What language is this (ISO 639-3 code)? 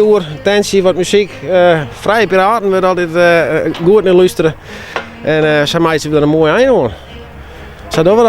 fry